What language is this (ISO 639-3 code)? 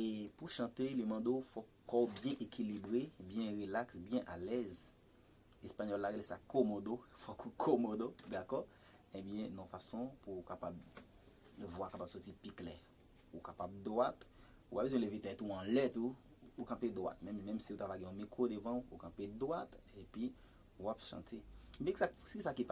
hat